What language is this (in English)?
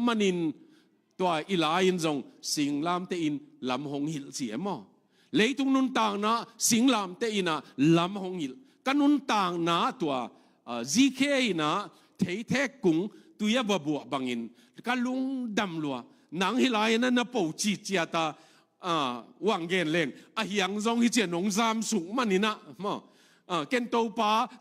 Tedim Chin